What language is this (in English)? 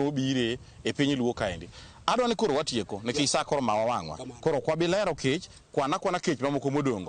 Luo (Kenya and Tanzania)